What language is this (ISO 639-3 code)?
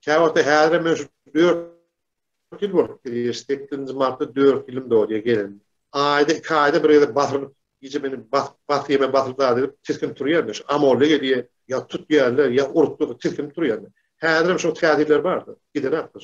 tuk